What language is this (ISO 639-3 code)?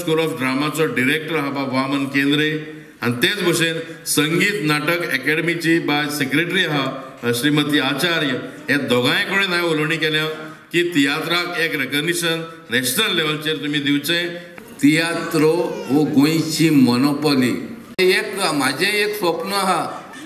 kok